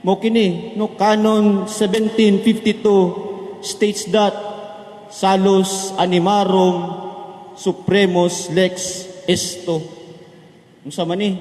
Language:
Cebuano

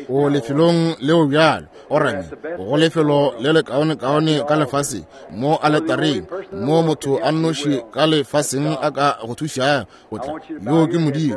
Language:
Northern Sotho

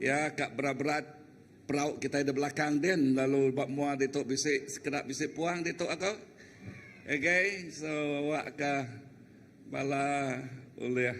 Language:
Iban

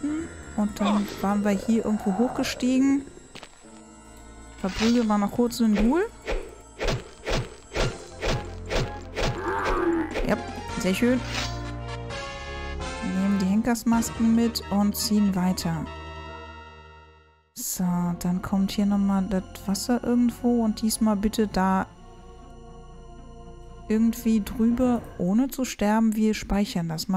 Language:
German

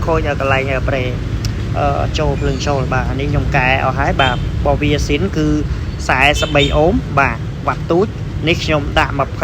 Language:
Khmer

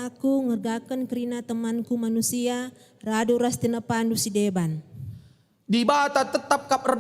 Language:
Batak Karo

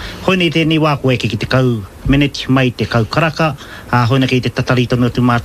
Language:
Māori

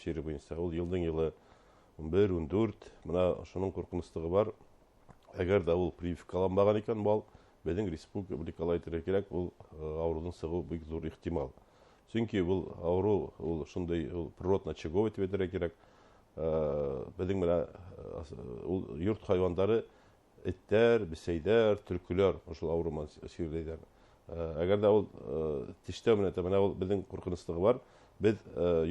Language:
Bashkir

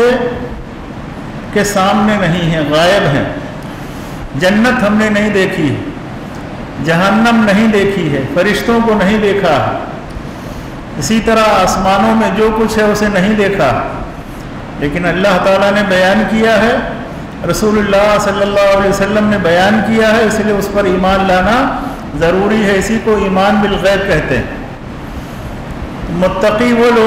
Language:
Urdu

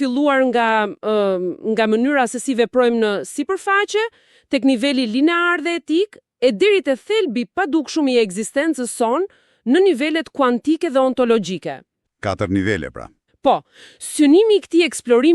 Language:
Albanian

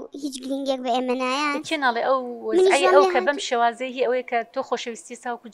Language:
Central Kurdish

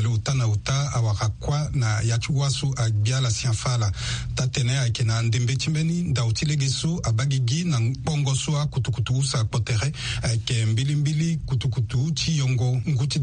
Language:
Sango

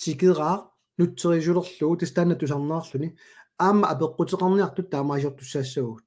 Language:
Kalaallisut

